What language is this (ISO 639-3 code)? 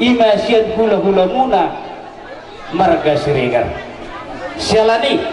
bbc